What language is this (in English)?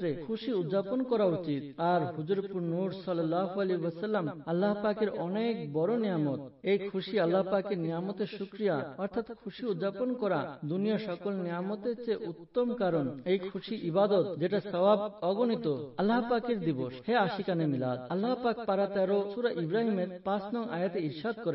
Bangla